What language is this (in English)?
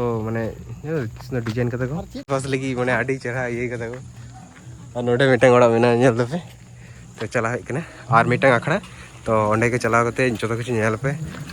Santali